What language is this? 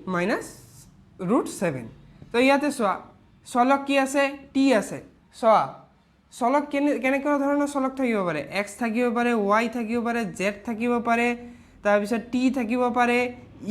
Assamese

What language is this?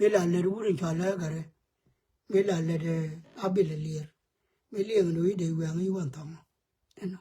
Nuer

